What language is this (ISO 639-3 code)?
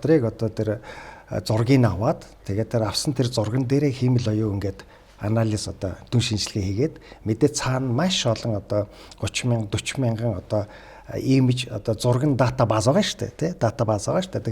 mon